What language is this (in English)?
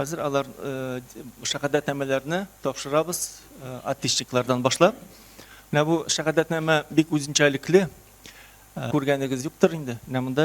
Tatar